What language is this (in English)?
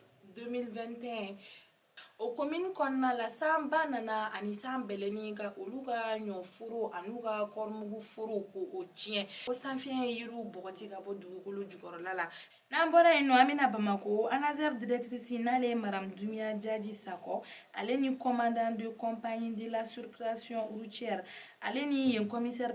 Bambara